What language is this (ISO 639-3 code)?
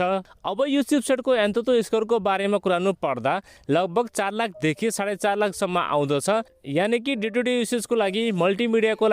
nep